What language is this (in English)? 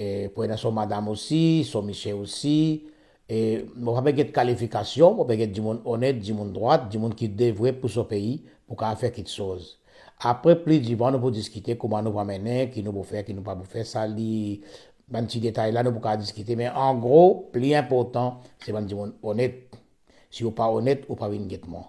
Morisyen